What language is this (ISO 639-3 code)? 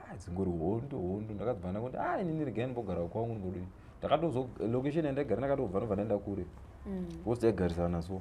sna